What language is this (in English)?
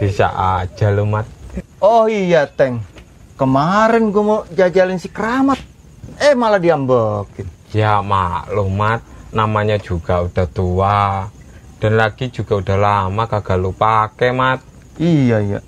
Betawi